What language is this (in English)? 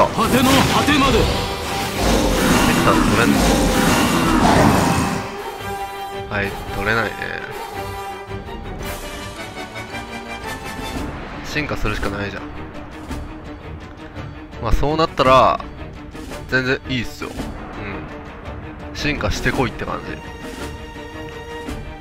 Japanese